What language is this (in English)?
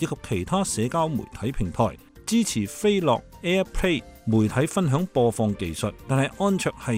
Cantonese